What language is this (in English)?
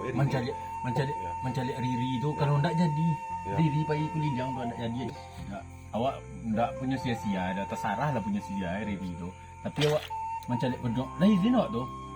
Minangkabau